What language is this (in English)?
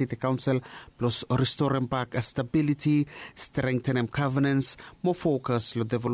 Bislama